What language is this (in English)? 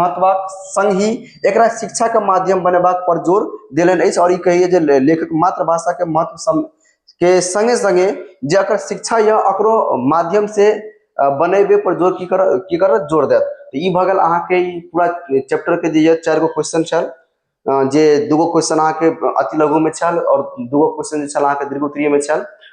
Maithili